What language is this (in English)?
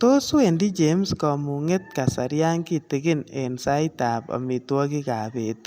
Kalenjin